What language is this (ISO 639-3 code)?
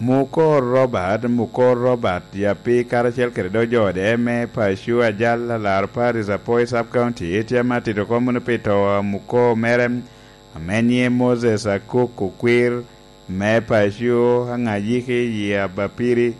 laj